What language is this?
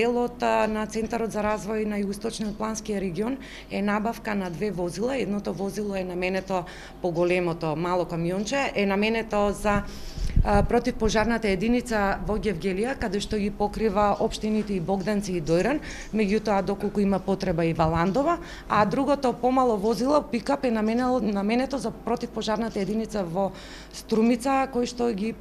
Macedonian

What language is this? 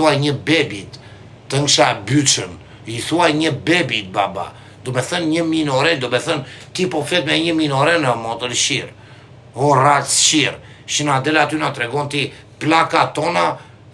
Albanian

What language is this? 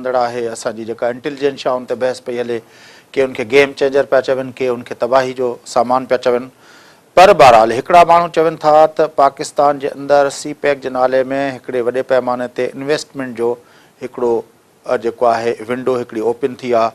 Sindhi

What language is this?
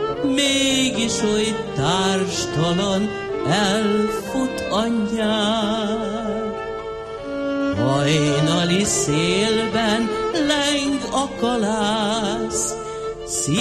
Hungarian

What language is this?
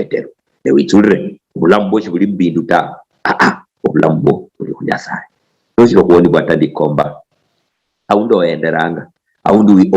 Luyia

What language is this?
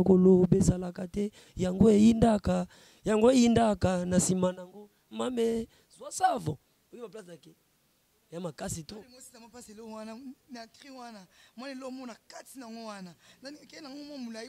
Lingala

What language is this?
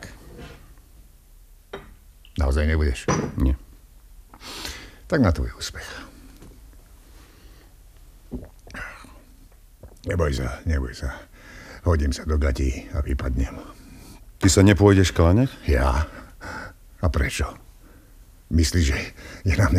Slovak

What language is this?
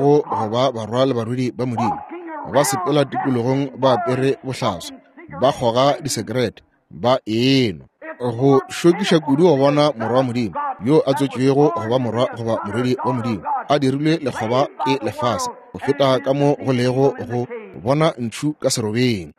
Northern Sotho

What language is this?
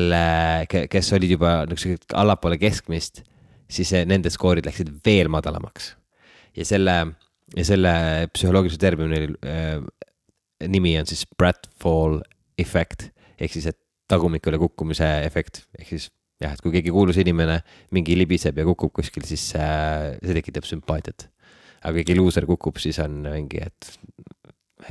Estonian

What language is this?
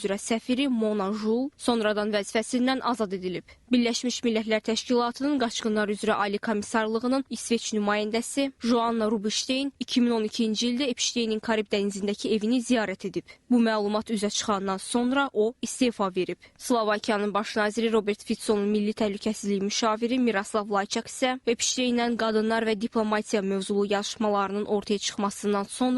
Azerbaijani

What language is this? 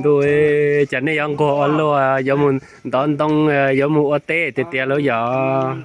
Hmong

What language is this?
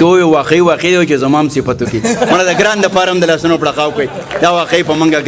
Pashto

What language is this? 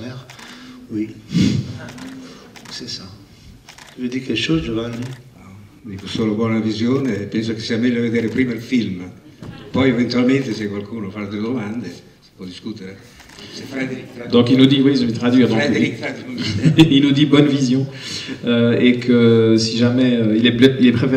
French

